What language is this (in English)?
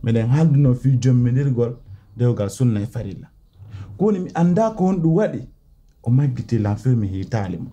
Pular